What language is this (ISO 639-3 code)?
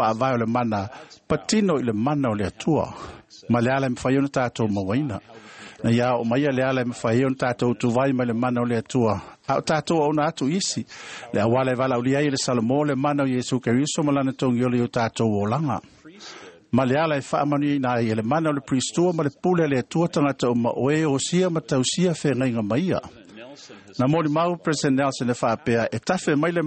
smo